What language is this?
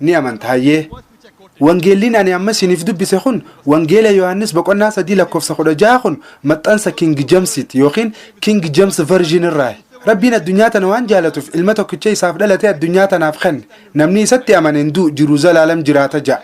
Oromo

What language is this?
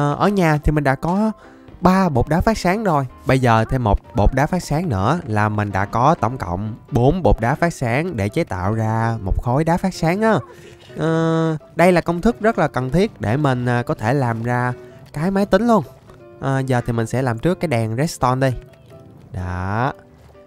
Vietnamese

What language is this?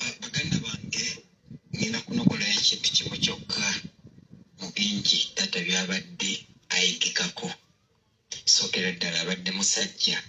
Ganda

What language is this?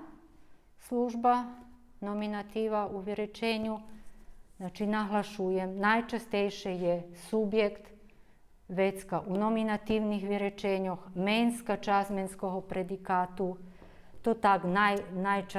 Rusyn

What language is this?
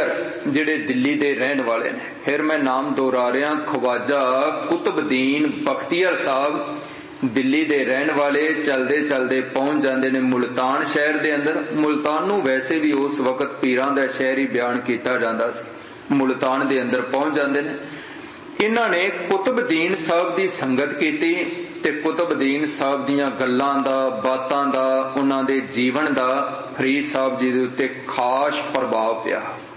Punjabi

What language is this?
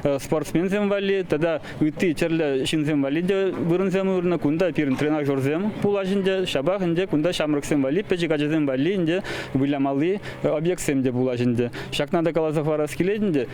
Chuvash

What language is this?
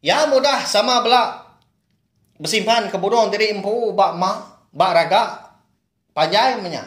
Iban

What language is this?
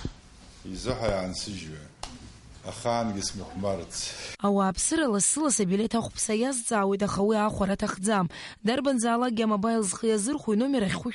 Abkhazian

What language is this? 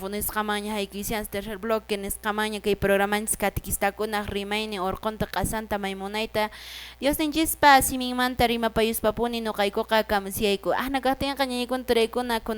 Quechua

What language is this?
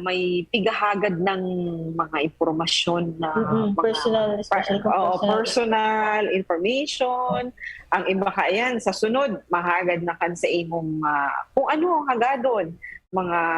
Bikol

